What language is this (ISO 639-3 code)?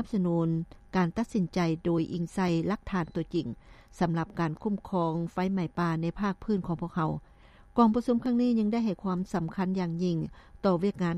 lao